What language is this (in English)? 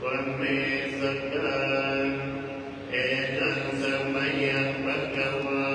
Pali